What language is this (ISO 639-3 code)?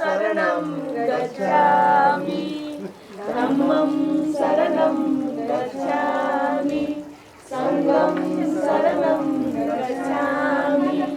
new